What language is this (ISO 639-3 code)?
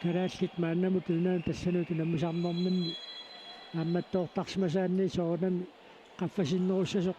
kal